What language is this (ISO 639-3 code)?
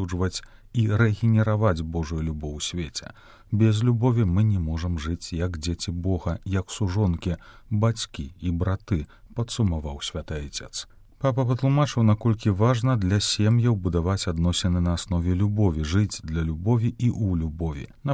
bel